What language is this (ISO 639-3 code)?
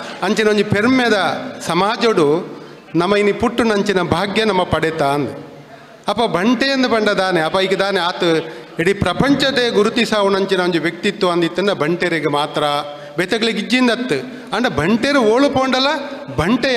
tcy